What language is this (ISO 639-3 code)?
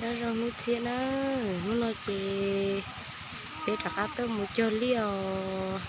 hmn